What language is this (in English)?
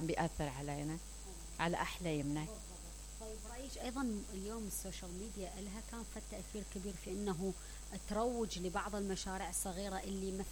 Mesopotamian Arabic